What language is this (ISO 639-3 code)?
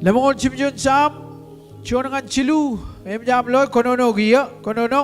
mah